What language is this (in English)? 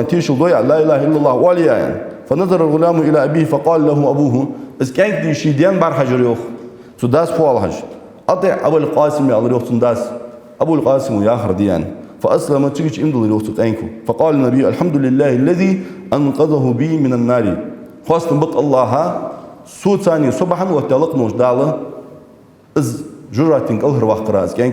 Ingush